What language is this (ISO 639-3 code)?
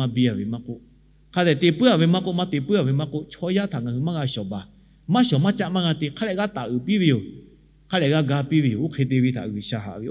lhu